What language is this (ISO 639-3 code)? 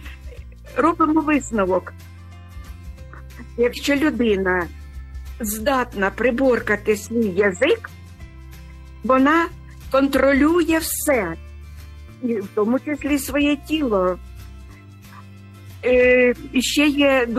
ukr